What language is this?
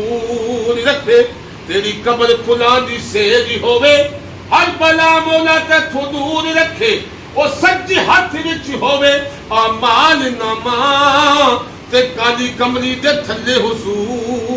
Pahari-Potwari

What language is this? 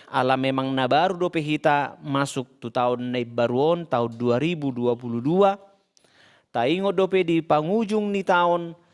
Batak Toba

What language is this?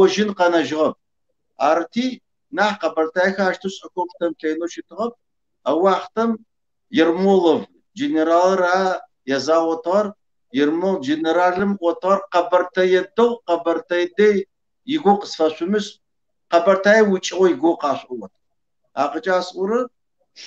Kabardian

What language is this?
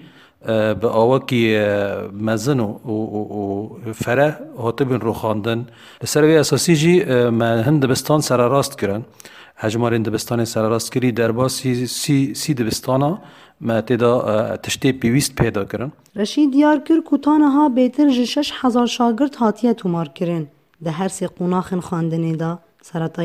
Kurdish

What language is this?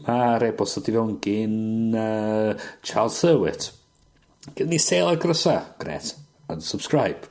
Welsh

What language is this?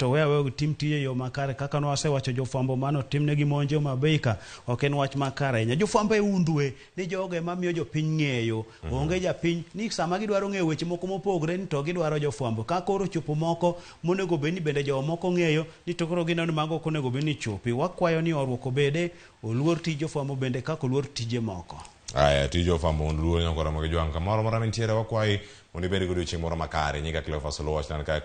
Luo (Kenya and Tanzania)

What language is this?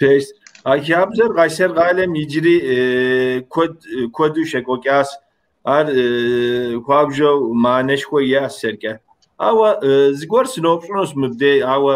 Kabardian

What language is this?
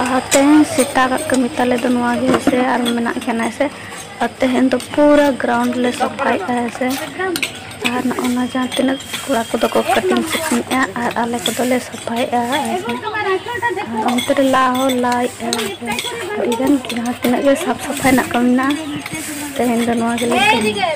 Santali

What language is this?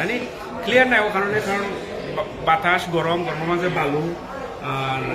Sylheti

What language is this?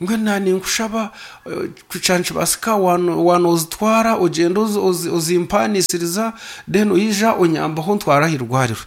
Nyankole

